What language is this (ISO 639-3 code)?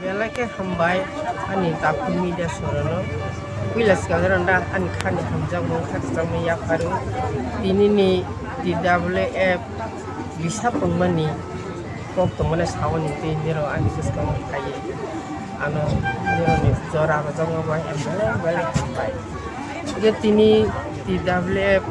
trp